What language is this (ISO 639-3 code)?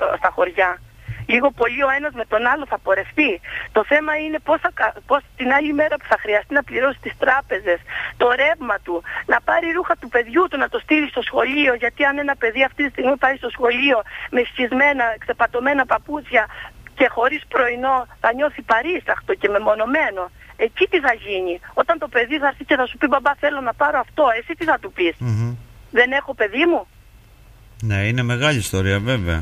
ell